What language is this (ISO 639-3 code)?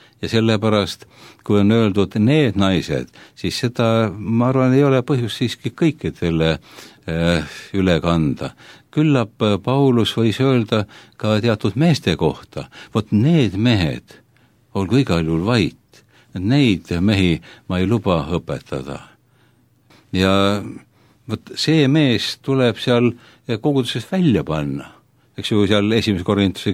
est